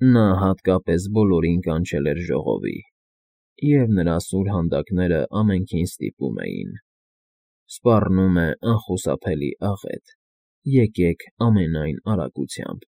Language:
Armenian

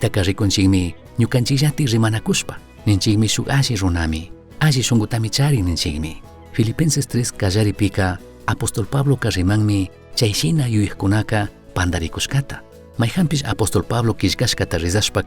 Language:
Chimborazo Highland Quichua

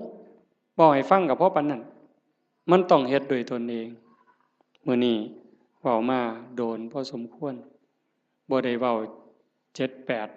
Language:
Northeastern Thai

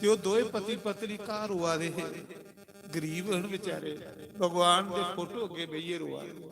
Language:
Dogri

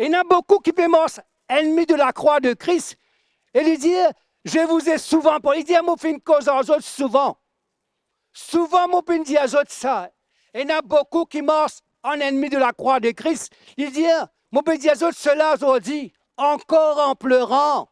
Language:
Morisyen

